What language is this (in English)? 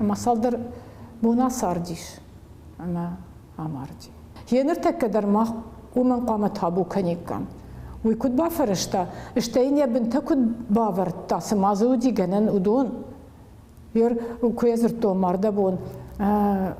Ossetic